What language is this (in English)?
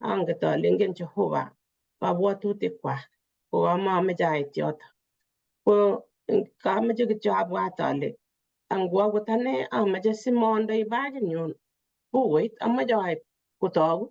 Kalenjin